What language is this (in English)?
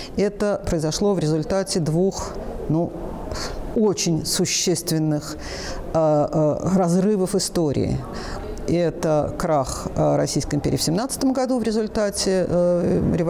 Russian